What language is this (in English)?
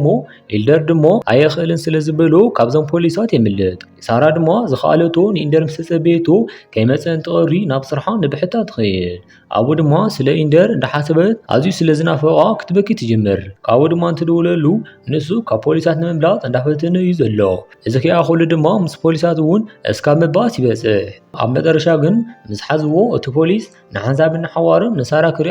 Tigrinya